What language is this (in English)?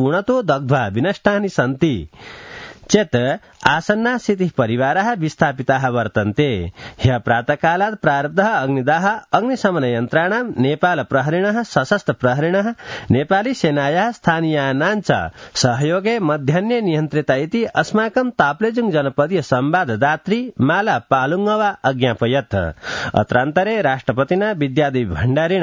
Sanskrit